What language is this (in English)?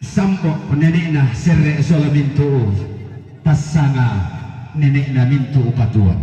Toraja-Sa'dan